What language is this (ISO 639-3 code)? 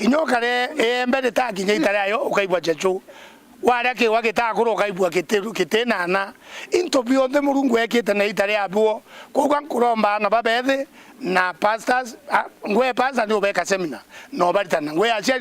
mer